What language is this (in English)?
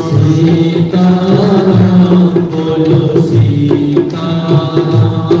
Dogri